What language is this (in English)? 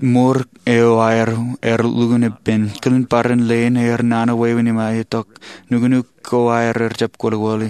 Marshallese